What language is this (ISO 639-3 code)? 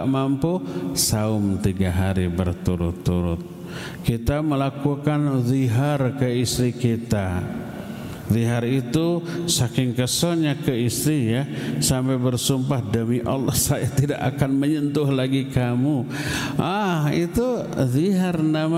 ind